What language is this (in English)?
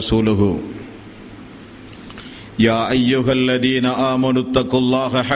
Tamil